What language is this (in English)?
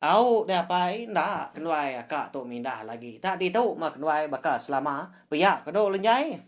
Iban